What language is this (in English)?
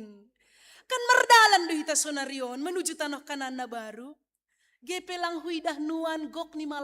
Batak Simalungun